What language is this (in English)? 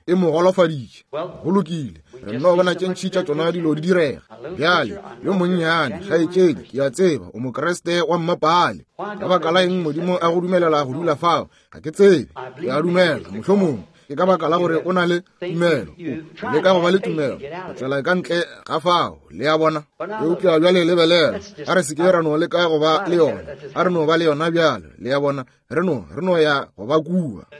Northern Sotho